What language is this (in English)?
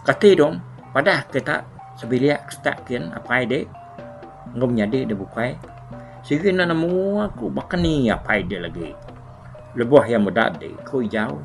Iban